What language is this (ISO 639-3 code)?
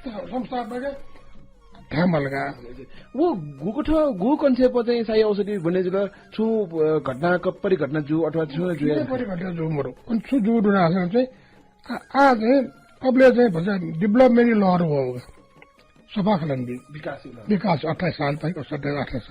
new